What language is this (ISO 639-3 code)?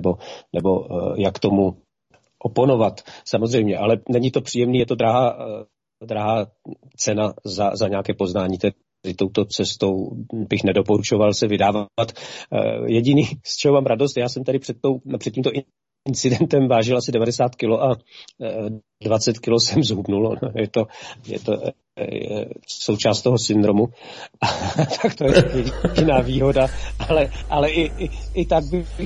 ces